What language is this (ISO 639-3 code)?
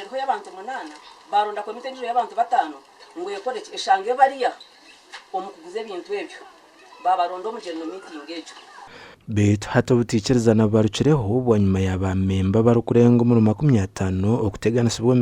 nyn